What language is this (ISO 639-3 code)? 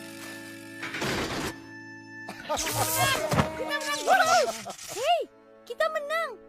ind